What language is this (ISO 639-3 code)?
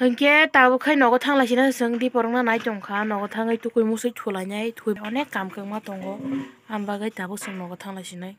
trp